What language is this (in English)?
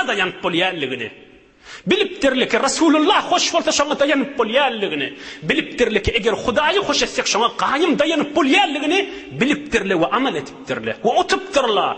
Turkmen